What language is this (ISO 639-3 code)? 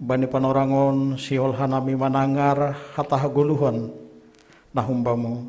bts